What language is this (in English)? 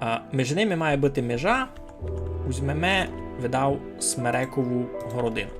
Rusyn